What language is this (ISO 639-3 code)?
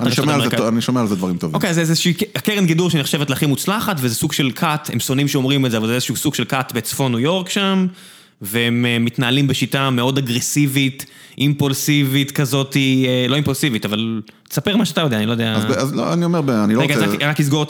heb